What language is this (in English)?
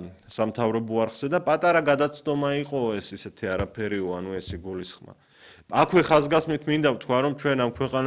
Georgian